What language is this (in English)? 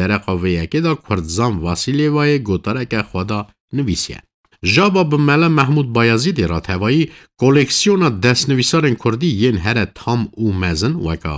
Kurdish